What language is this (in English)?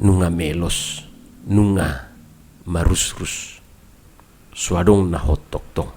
Batak Toba